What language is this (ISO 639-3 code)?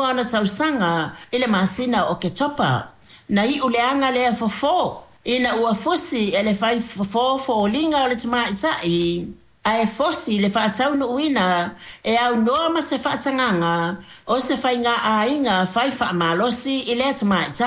smo